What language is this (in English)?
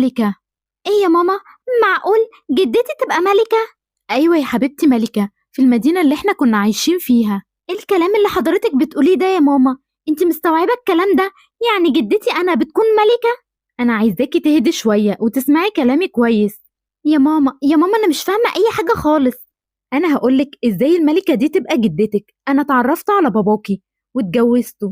Egyptian Arabic